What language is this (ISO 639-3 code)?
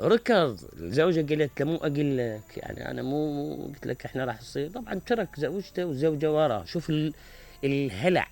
acm